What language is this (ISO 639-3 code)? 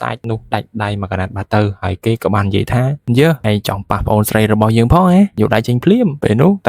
khm